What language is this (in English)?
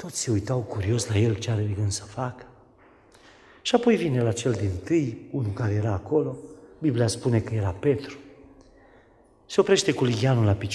Romanian